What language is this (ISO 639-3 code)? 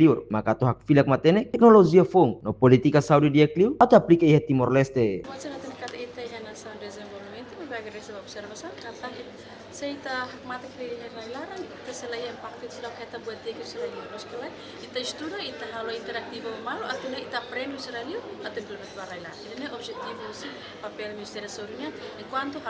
tet